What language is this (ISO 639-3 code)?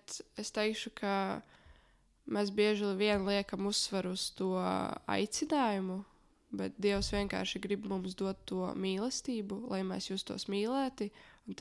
lav